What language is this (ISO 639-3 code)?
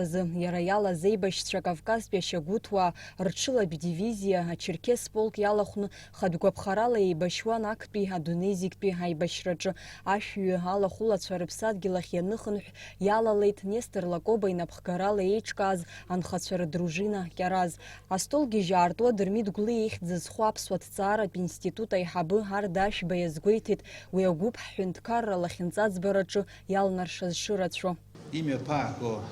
abk